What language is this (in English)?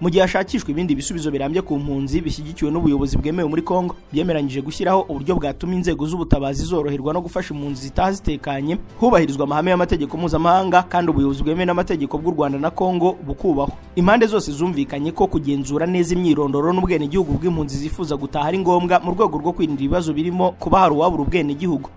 Kinyarwanda